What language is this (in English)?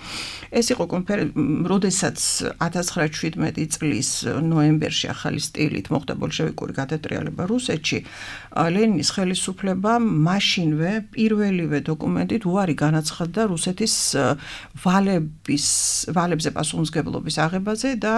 Georgian